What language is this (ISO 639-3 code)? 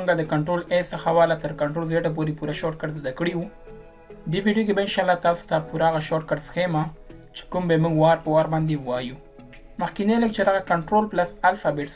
pus